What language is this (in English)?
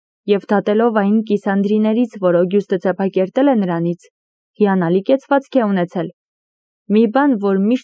Armenian